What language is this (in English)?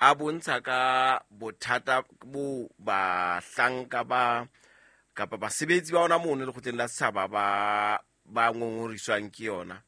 Southern Sotho